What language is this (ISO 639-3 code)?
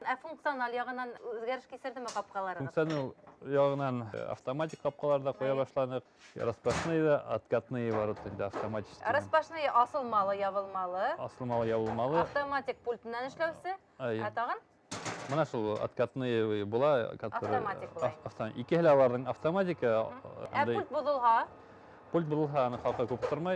bak